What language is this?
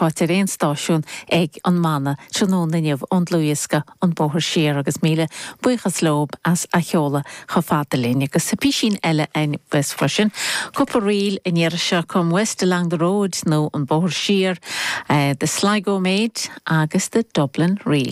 Irish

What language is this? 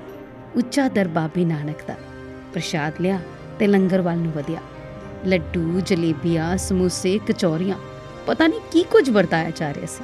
Punjabi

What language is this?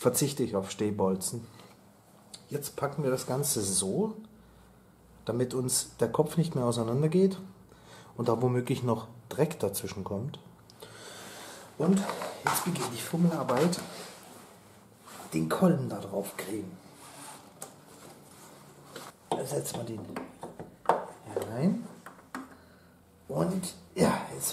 German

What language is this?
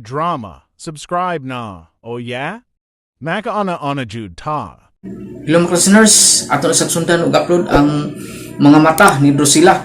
Cebuano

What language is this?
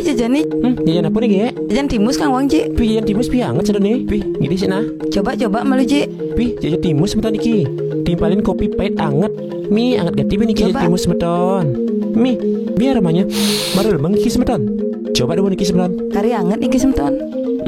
Balinese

